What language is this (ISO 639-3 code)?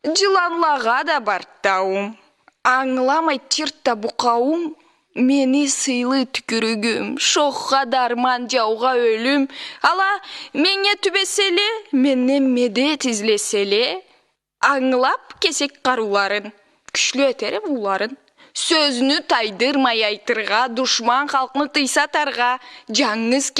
krc